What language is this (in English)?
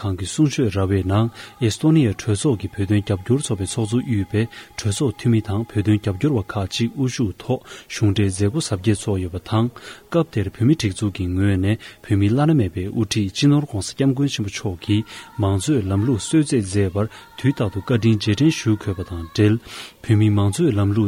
Tibetan